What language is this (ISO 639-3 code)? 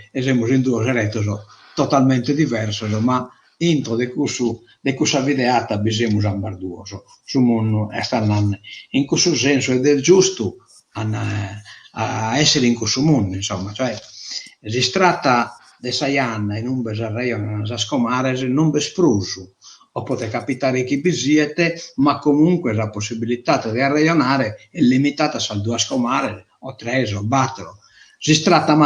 srd